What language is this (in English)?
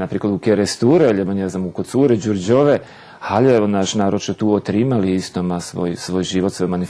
Rusyn